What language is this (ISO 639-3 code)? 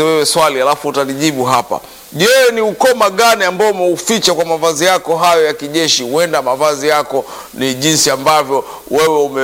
swa